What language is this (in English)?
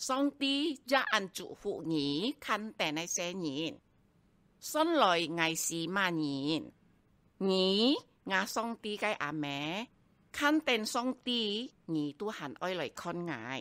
Hakka Chinese